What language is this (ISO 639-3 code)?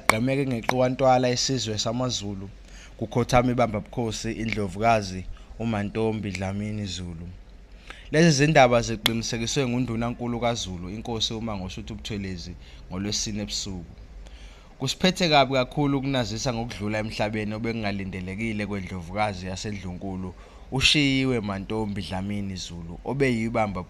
zul